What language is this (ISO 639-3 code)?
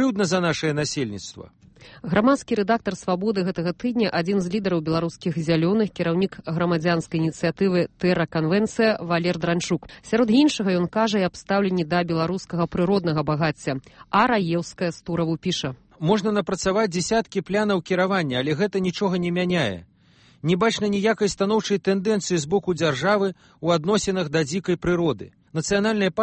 bel